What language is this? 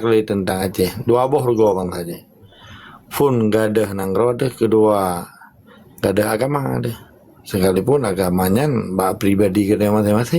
Achinese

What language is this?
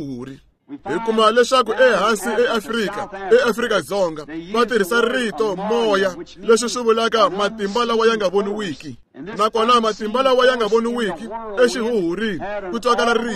Tsonga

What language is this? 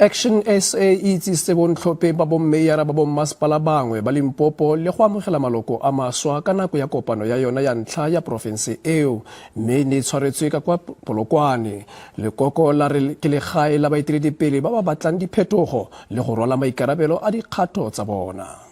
Tswana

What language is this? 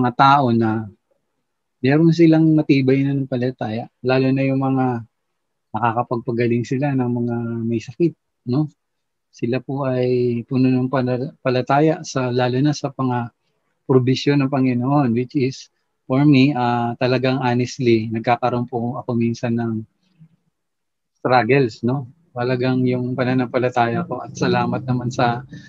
Filipino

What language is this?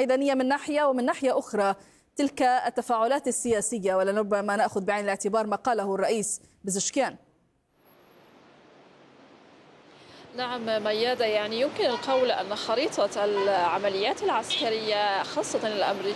Arabic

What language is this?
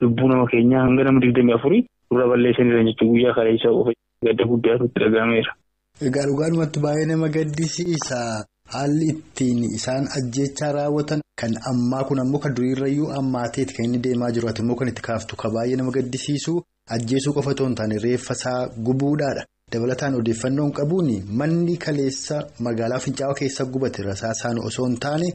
Oromo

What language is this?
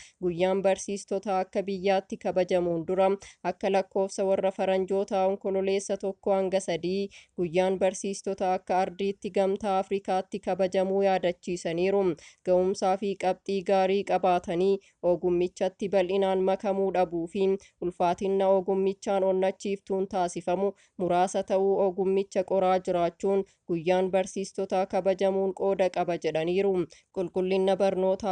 Oromo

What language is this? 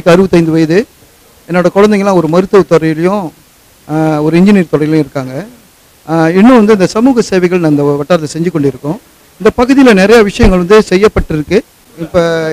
Tamil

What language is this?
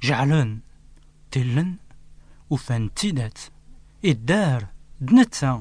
Kabyle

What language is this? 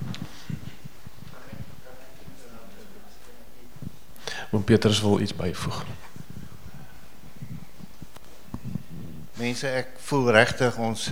Afrikaans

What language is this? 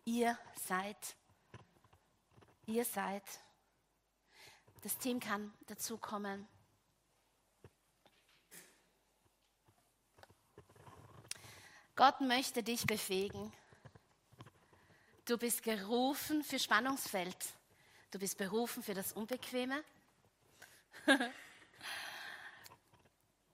German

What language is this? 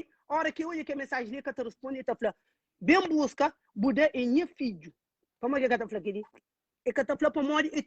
Kabuverdianu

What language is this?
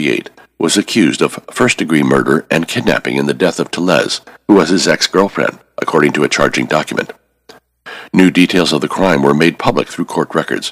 English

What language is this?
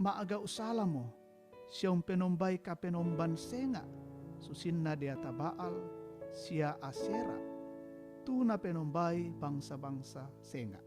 Toraja-Sa'dan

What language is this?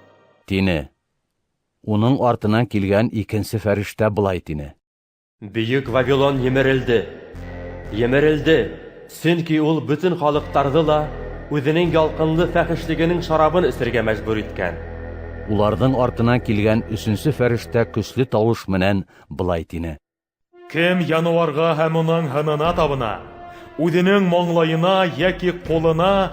Bashkir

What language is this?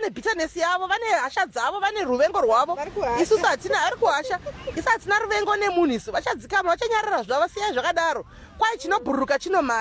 Shona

